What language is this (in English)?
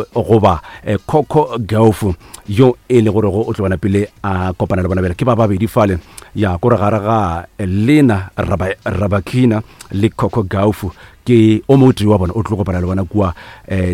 Northern Sotho